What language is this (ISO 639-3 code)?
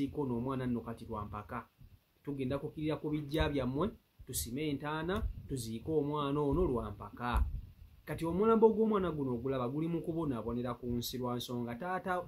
lug